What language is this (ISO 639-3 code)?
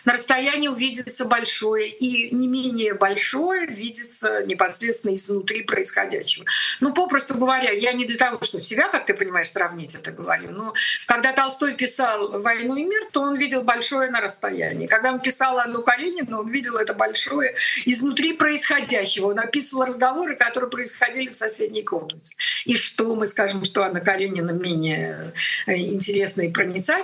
rus